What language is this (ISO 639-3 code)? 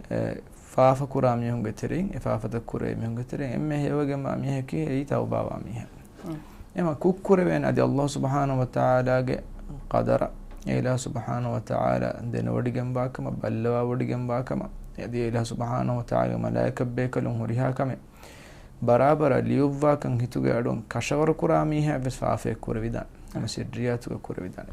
div